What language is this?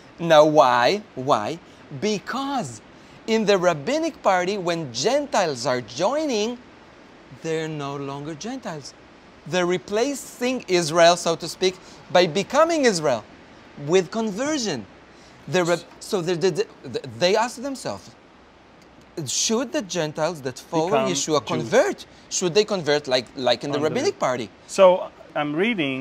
English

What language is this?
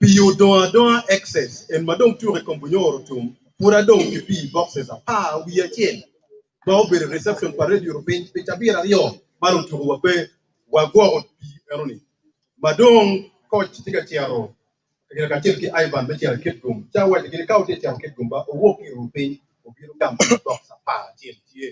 Acoli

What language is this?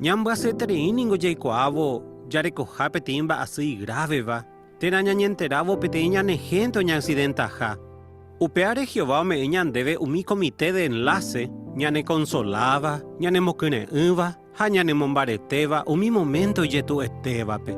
Guarani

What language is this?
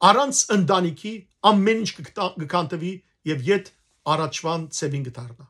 Western Armenian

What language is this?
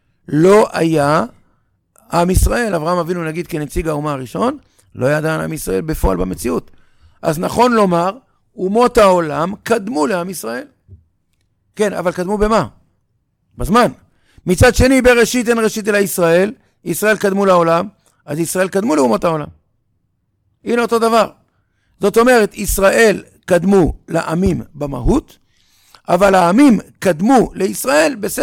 Hebrew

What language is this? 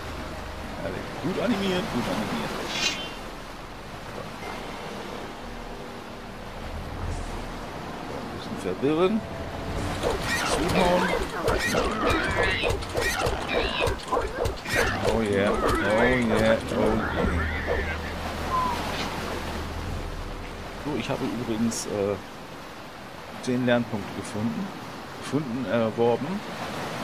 German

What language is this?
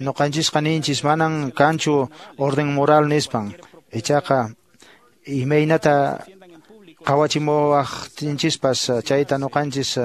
Quechua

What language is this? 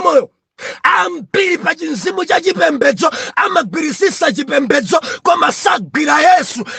Nyanja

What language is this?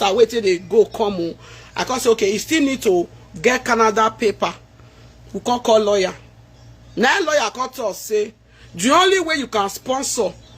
Nigerian Pidgin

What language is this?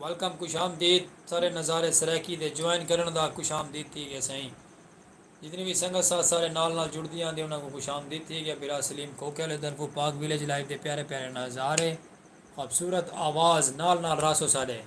Saraiki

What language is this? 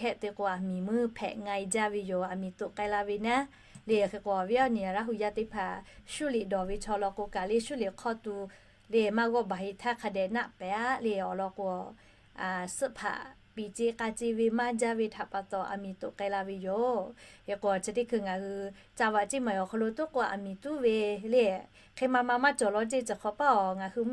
Lahu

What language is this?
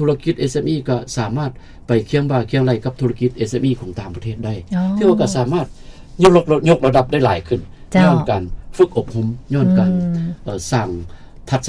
Lao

